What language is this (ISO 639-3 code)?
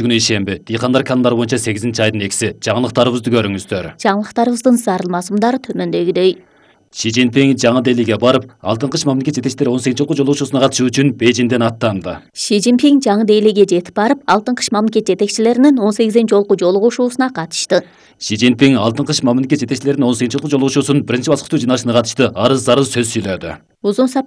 kir